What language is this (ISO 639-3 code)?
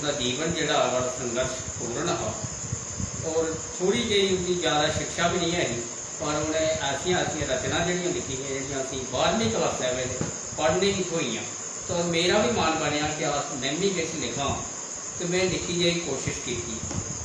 doi